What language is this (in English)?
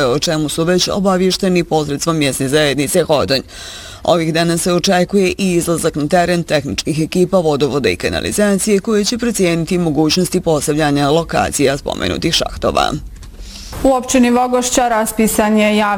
Bosnian